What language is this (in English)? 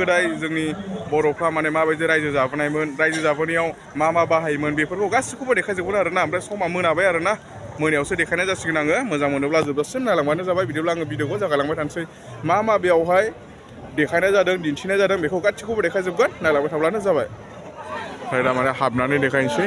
Bodo